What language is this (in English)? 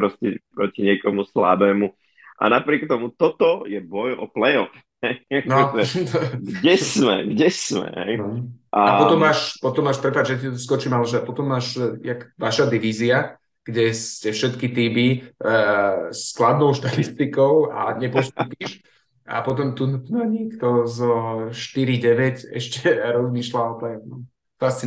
Slovak